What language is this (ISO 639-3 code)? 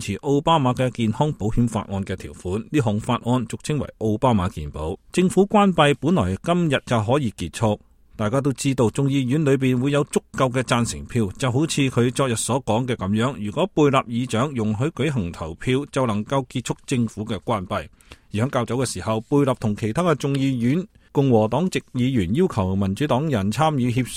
yue